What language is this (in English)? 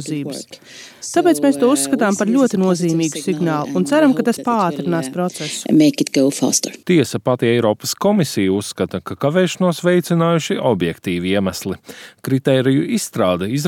Latvian